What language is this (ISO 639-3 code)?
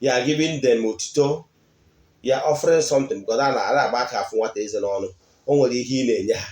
ibo